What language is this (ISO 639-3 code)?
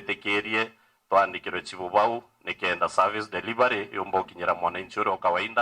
mer